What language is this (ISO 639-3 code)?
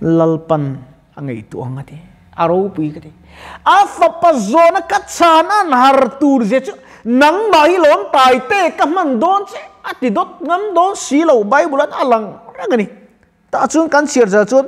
lus